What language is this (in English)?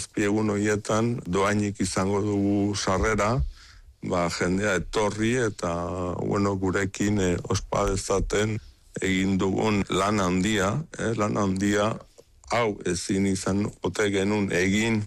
Basque